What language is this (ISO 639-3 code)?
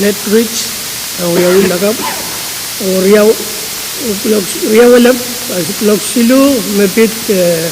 pon